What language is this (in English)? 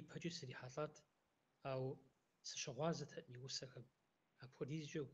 Kabardian